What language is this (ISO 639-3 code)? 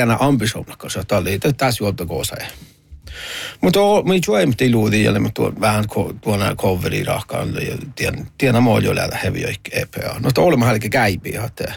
sme